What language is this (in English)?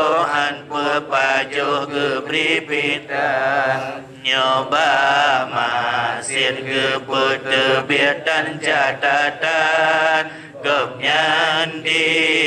Achinese